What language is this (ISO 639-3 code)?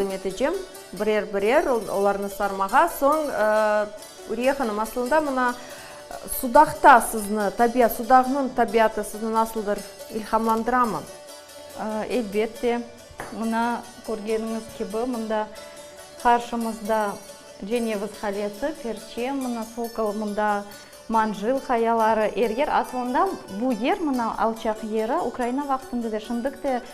crh